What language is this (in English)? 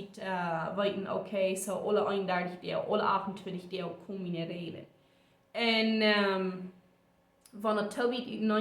Plautdietsch